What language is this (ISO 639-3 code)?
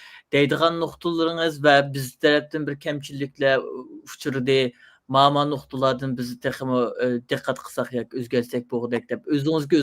uig